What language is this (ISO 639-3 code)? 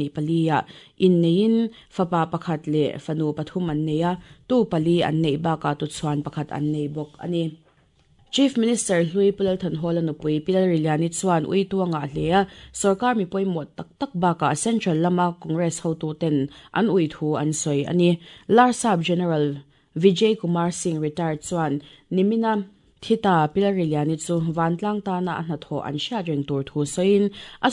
lus